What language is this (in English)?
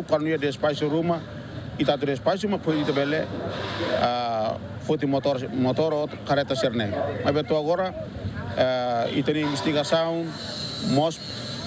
Tetum